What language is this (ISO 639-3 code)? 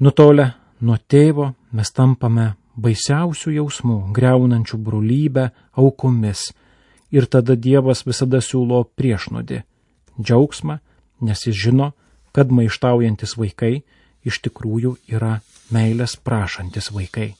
lit